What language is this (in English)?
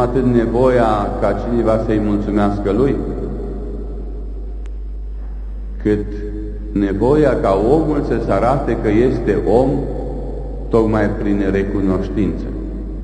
Romanian